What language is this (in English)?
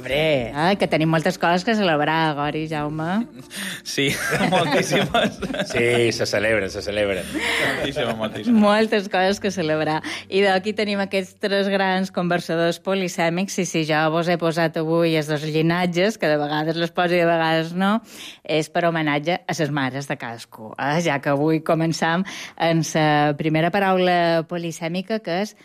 Catalan